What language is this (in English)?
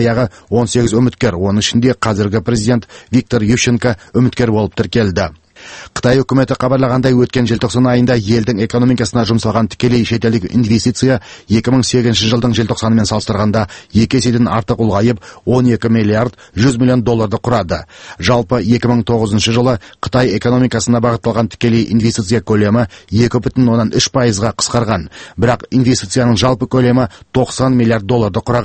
Kazakh